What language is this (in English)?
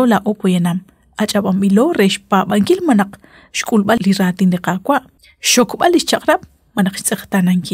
Kekchí